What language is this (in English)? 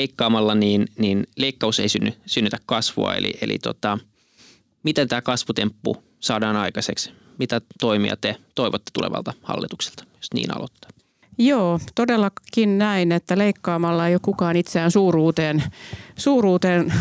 Finnish